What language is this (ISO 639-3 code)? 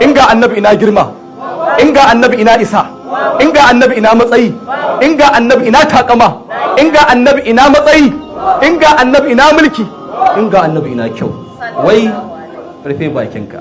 hau